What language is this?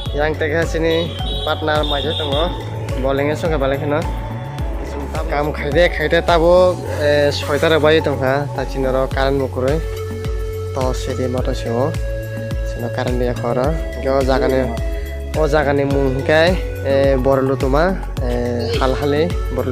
Kok Borok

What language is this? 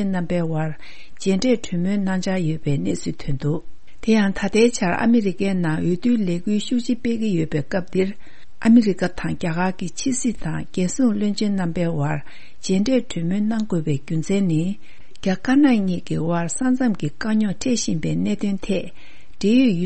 Tibetan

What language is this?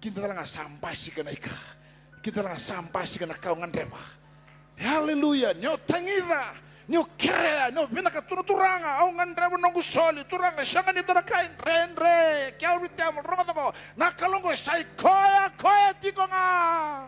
Fijian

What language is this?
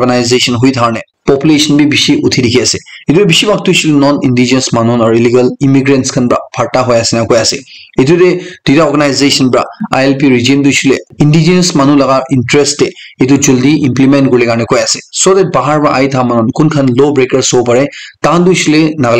Naga Pidgin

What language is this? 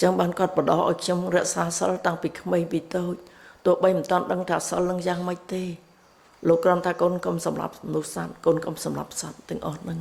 Khmer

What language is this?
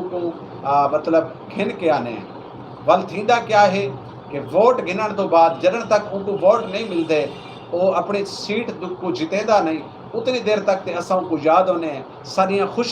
Saraiki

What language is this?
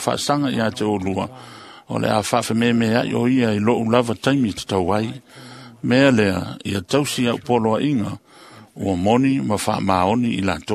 Samoan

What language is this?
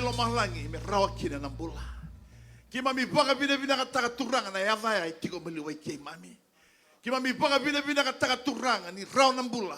Fijian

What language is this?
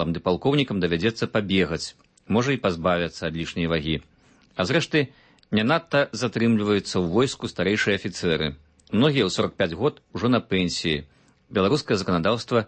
Belarusian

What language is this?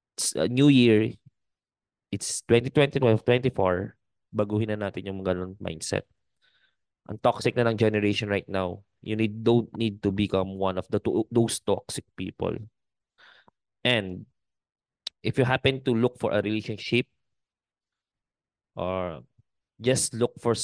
Filipino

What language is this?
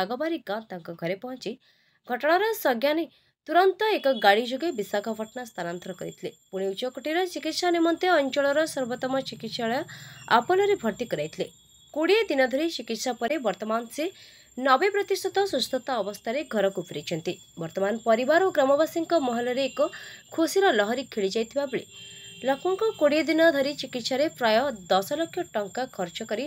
Odia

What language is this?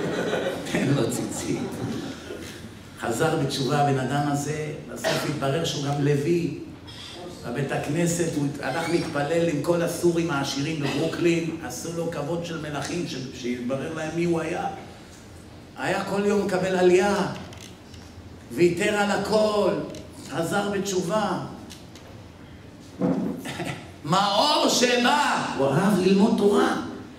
Hebrew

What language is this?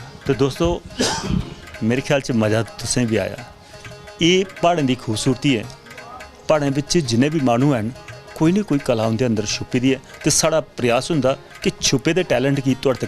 Dogri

